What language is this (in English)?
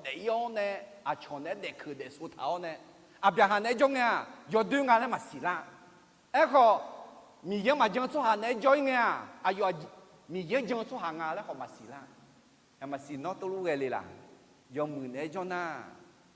Akha